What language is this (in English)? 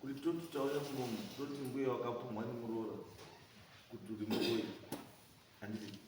Shona